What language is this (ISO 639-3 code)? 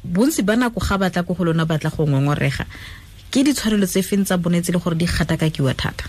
tsn